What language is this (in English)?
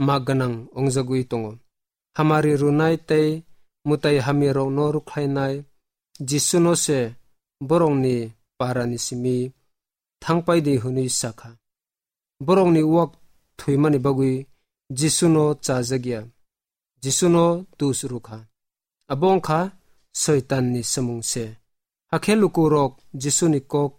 Kok Borok